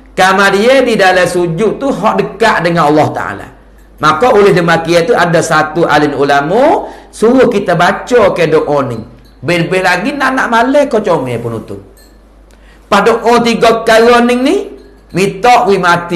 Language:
Malay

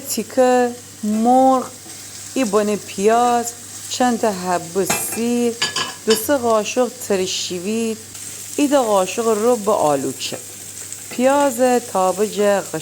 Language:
Gilaki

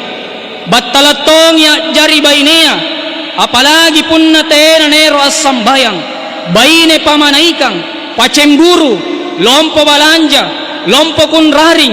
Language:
Makasar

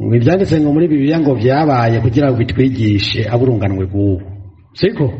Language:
Rundi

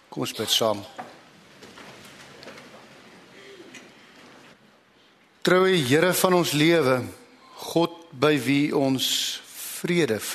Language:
Afrikaans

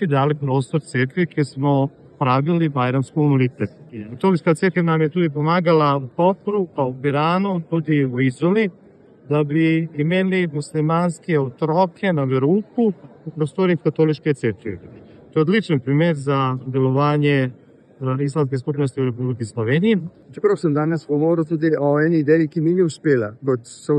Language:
Slovenian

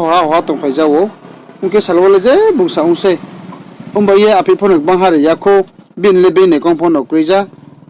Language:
Riang (India)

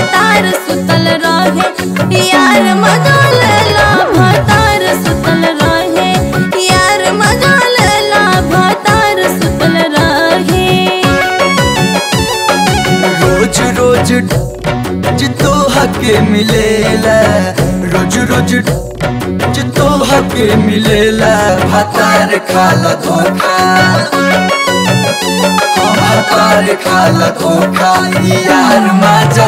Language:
Bhojpuri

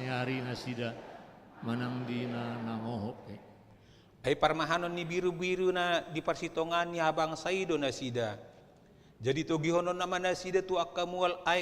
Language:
Batak Toba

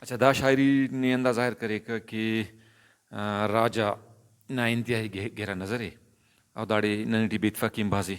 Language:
Brahui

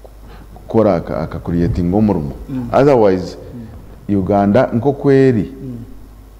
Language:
Nyankole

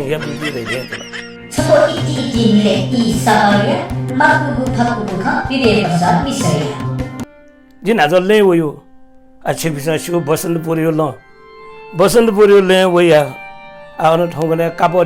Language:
Newari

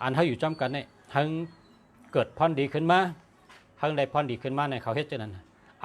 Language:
Shan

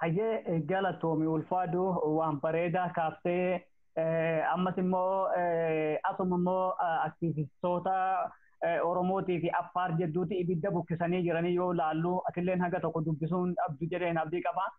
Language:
Oromo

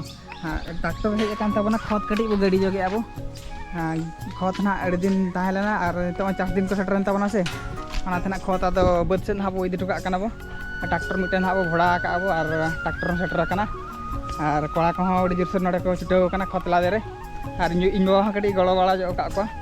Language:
Santali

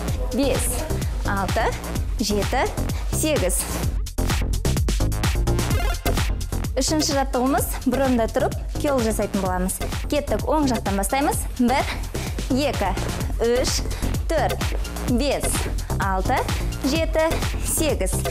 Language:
Kazakh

